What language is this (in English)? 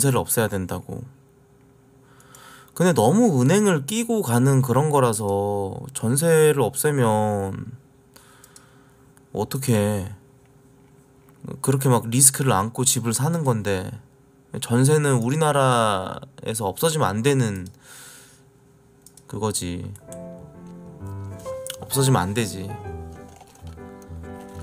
Korean